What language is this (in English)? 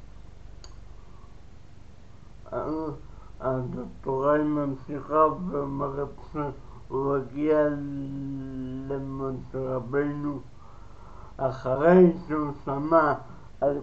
Hebrew